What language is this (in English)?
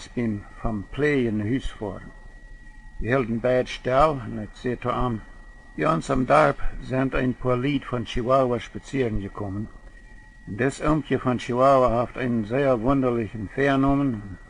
Plautdietsch